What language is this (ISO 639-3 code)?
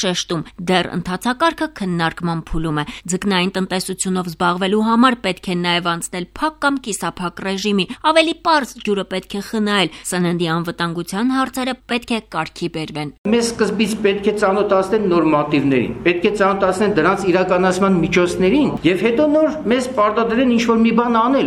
hye